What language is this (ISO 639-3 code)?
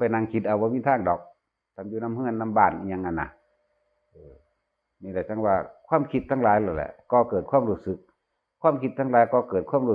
tts